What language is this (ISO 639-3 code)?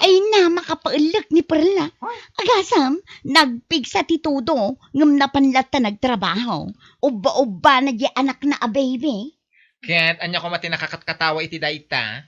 ilo